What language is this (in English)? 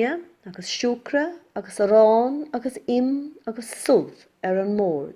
Irish